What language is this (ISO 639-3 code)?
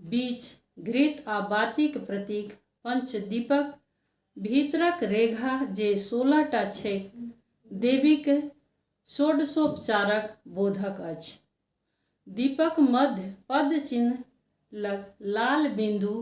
mai